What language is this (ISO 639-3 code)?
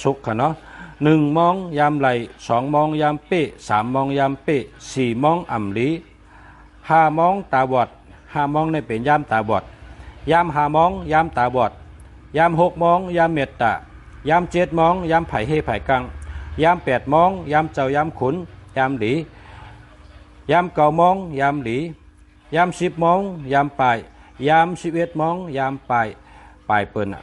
shn